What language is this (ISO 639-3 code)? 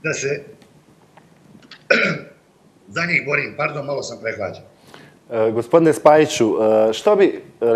hrv